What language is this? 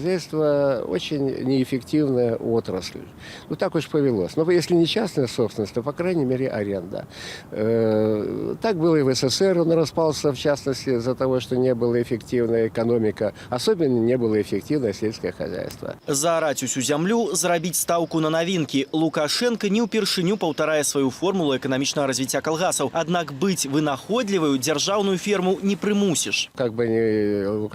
Belarusian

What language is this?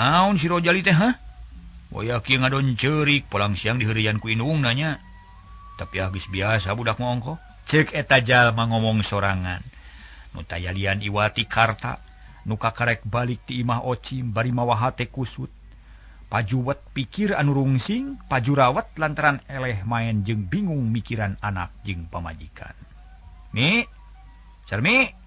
Sundanese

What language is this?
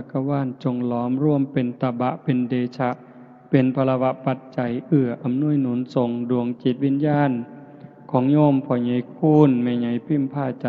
Northeastern Thai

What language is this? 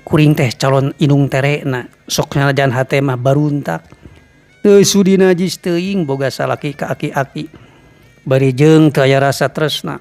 Sundanese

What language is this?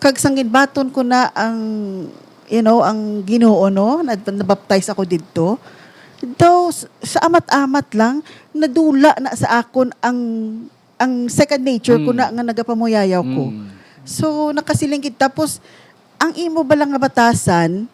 Hiligaynon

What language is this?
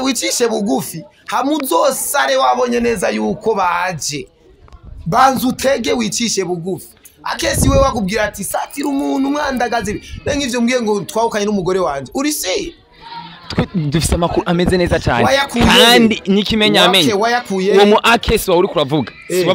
Rundi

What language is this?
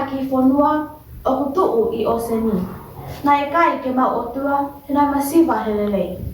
Tongan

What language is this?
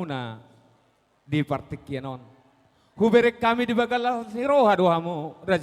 Batak Toba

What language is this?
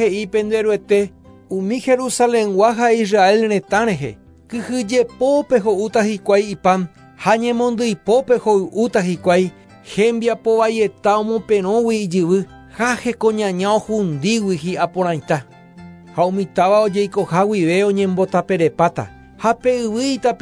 Guarani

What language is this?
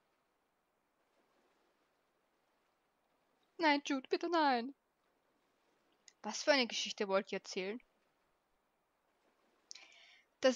German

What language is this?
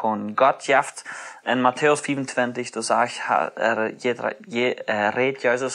Plautdietsch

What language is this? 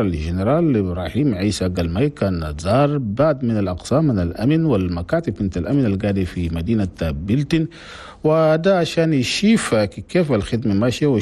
Chadian Arabic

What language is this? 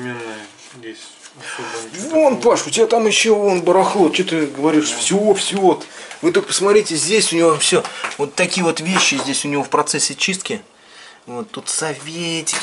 Russian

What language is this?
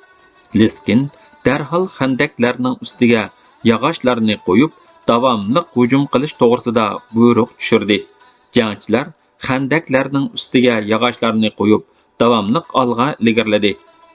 Uyghur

